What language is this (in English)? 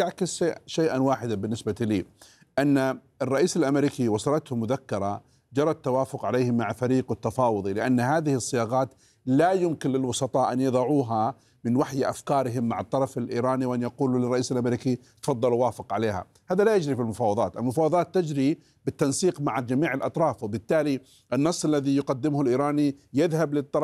Arabic